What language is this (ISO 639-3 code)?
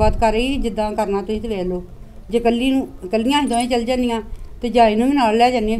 pan